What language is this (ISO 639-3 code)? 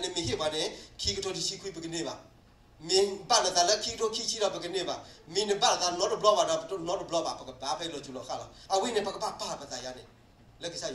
ksw